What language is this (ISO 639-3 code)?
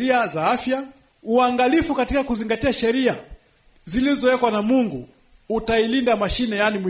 swa